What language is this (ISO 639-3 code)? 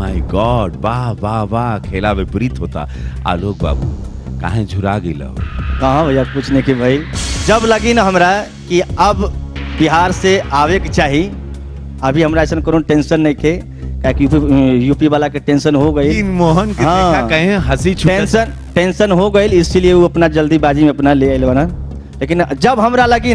bho